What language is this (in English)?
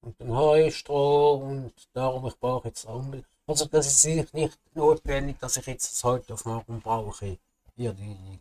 Swiss German